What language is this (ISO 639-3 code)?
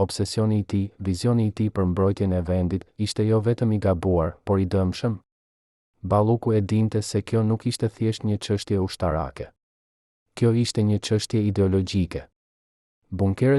sqi